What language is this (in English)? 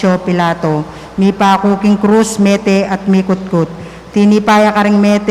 Pampanga